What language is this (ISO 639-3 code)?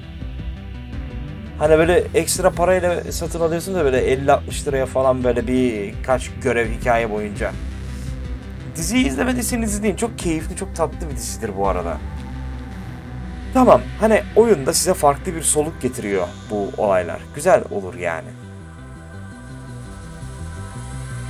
tur